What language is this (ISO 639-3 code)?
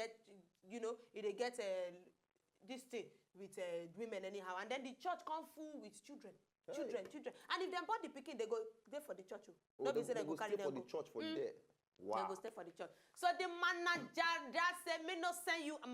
pcm